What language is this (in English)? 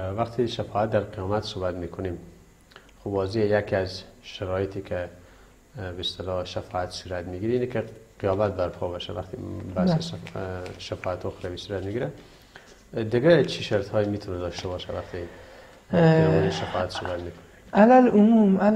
Persian